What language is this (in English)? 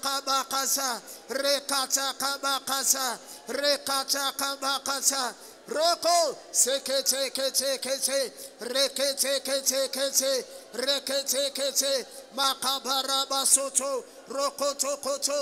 Swahili